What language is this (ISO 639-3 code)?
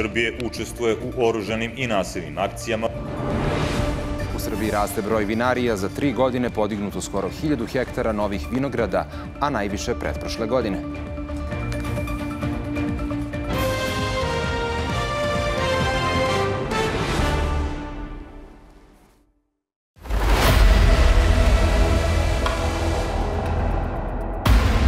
srp